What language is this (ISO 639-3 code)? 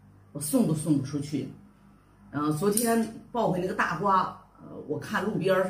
zho